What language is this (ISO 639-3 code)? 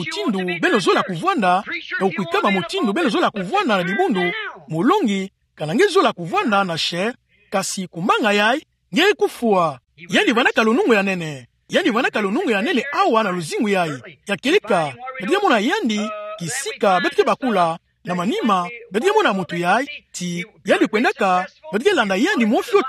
ktu